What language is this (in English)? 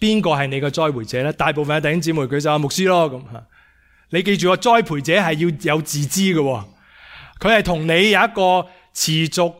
Cantonese